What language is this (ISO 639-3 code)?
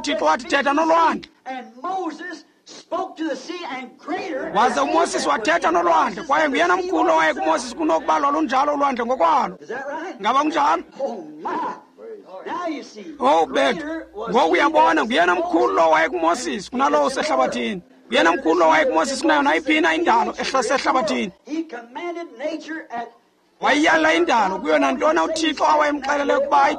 xho